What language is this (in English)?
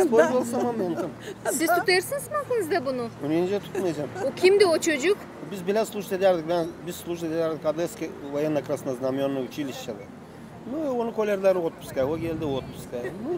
Gagauz